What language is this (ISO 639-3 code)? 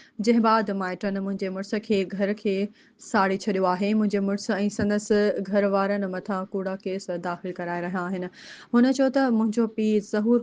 snd